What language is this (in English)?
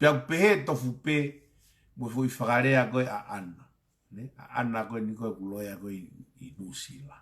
Tongan